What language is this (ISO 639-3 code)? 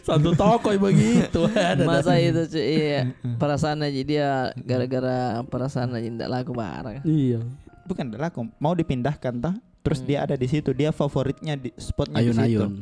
mfp